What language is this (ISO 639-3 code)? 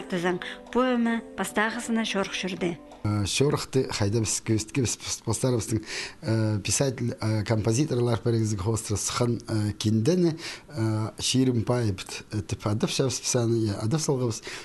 kjh